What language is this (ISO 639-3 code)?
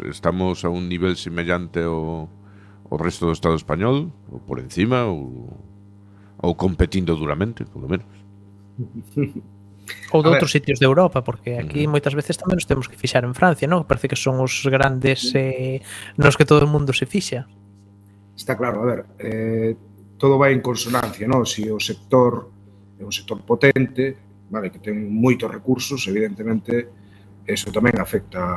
glg